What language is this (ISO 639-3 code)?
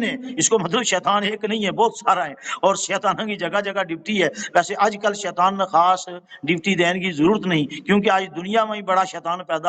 gju